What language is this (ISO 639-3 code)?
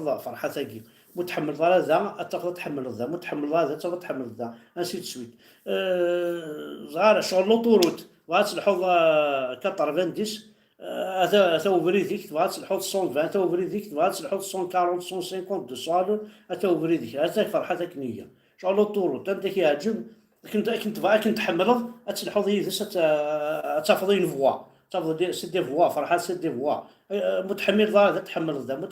kab